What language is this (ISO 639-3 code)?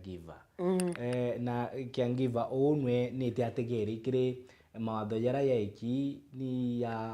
mer